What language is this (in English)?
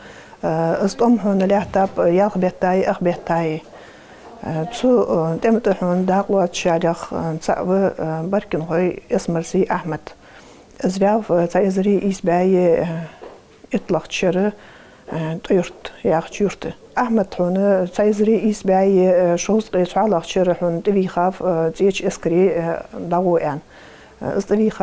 Ingush